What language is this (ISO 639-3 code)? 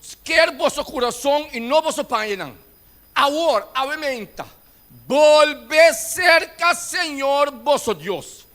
pap